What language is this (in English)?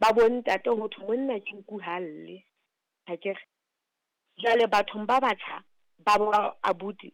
Southern Sotho